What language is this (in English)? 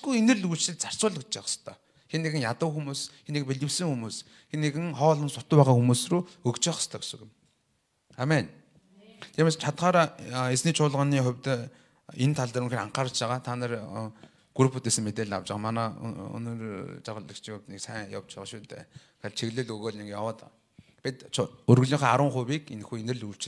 Mongolian